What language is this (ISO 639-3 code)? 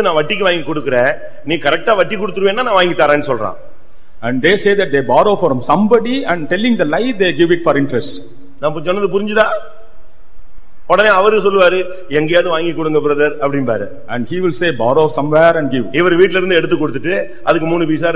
tam